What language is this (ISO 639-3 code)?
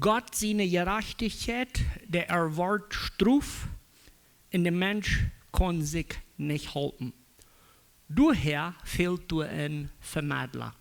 pdt